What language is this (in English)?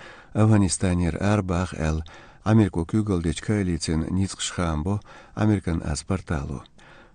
Chechen